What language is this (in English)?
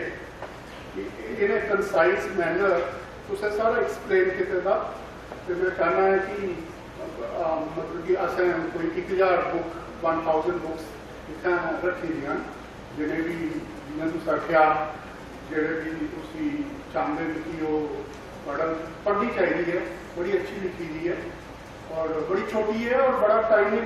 Dogri